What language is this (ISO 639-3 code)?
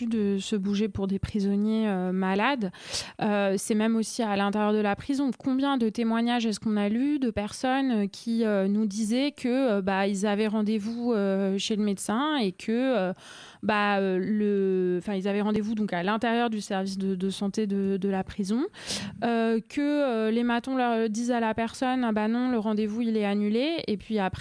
fra